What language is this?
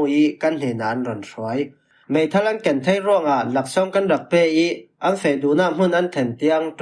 Falam Chin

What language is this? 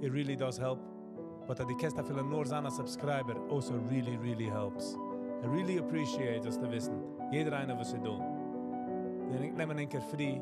Yiddish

